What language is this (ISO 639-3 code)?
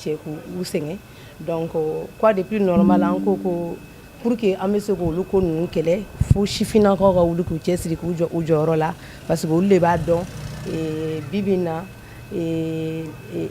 bam